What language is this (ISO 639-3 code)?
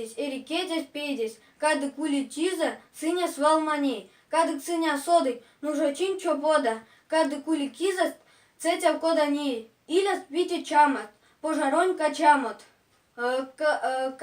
myv